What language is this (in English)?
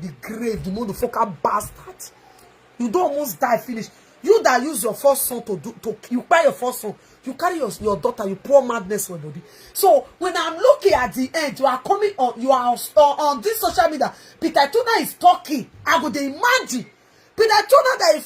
Nigerian Pidgin